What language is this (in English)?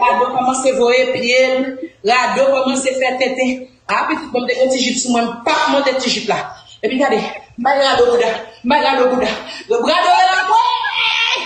Haitian Creole